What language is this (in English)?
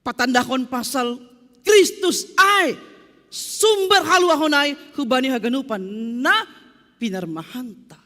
Batak Simalungun